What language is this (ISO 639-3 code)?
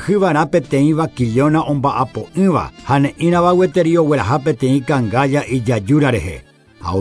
grn